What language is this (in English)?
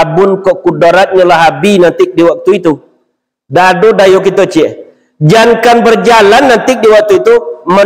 Minangkabau